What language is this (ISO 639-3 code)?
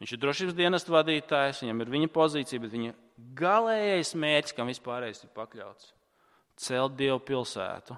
lav